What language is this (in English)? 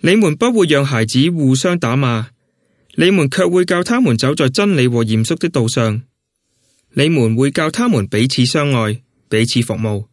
Cantonese